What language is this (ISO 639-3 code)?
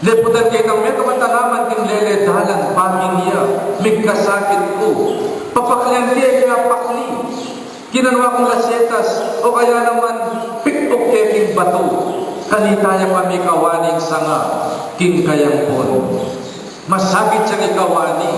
pam